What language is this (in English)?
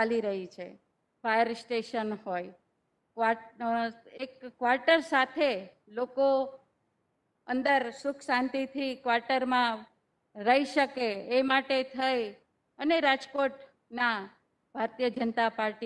Gujarati